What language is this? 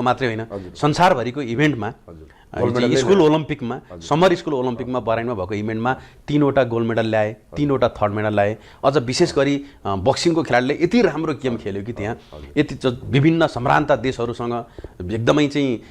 Nepali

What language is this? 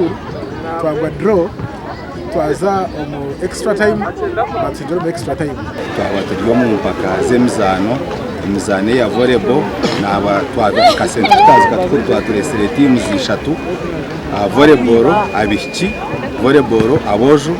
Nyankole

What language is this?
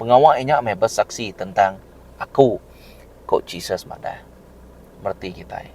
Iban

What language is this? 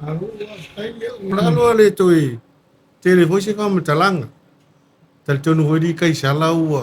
Samoan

